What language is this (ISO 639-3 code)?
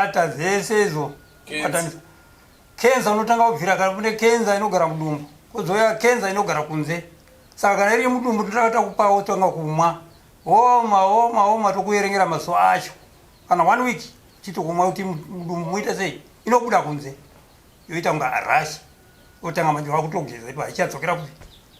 sna